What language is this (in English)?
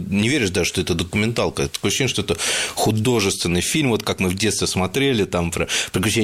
Russian